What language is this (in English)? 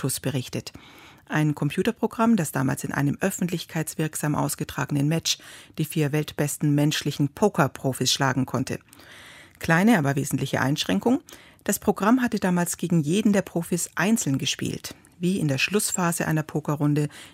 German